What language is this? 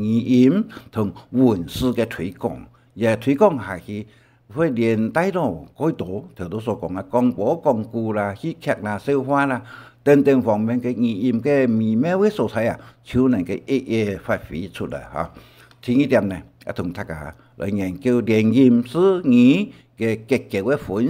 Hakka Chinese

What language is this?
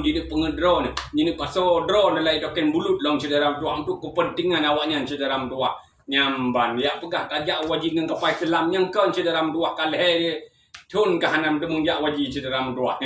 Achinese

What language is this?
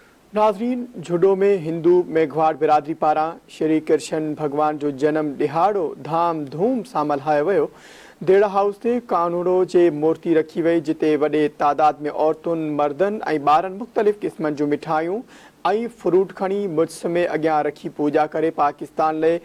Sindhi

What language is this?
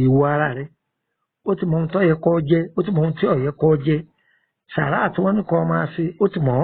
Yoruba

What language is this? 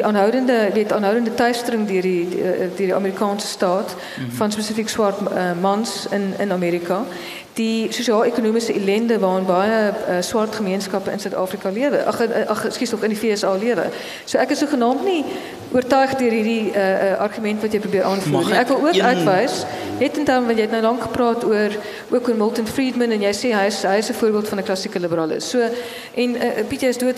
Afrikaans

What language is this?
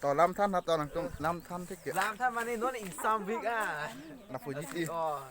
Karbi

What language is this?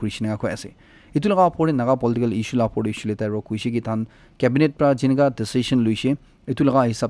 Naga Pidgin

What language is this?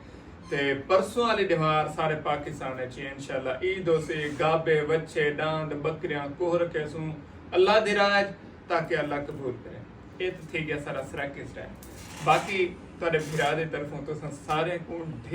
Saraiki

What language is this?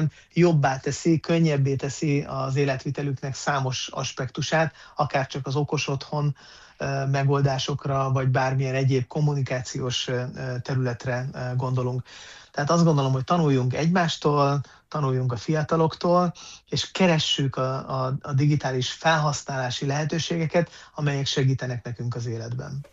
Hungarian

